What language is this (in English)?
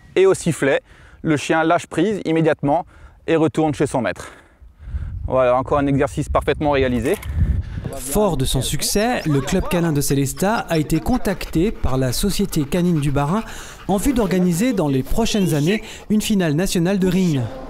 French